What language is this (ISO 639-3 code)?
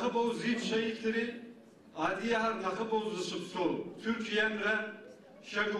ady